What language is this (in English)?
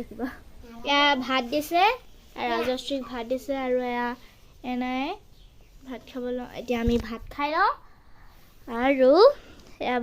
Assamese